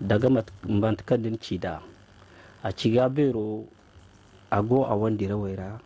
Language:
Zarma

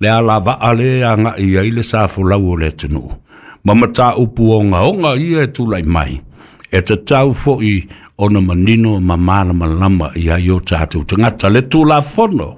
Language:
Samoan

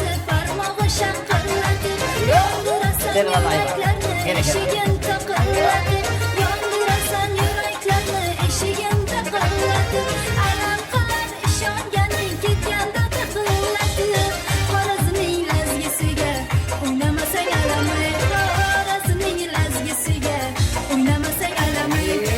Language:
Turkmen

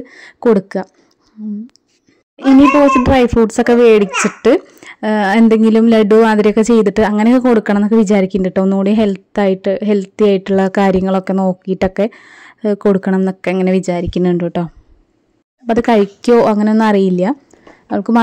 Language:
Malayalam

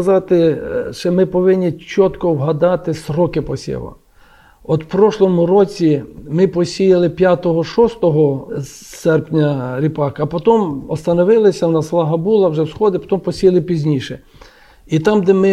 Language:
Ukrainian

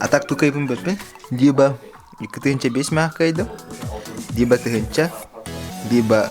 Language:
Yakut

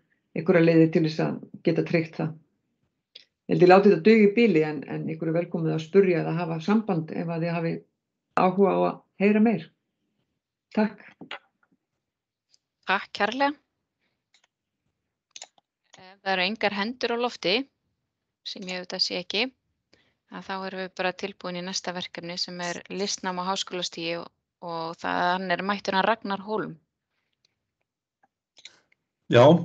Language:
Icelandic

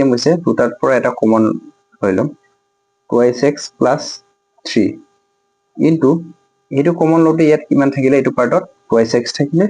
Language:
Assamese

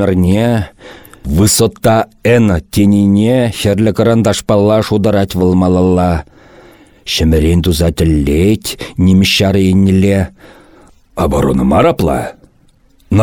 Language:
Chuvash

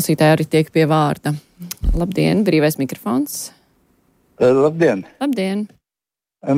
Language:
Latvian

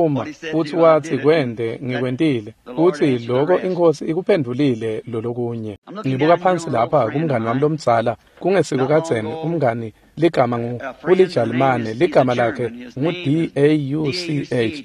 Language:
Swati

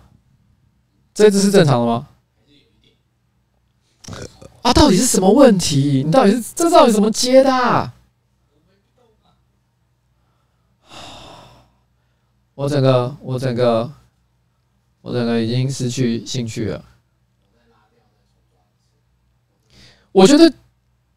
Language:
Chinese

